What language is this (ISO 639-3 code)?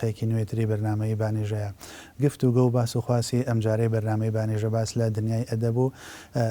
ckb